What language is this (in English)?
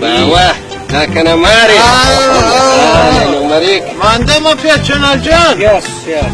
Brahui